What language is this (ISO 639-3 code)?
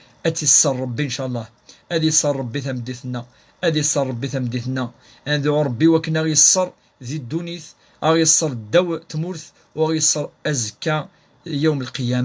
kab